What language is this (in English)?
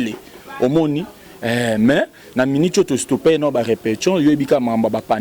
Lingala